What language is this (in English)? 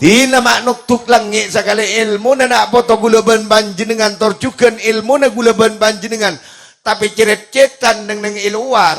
Madurese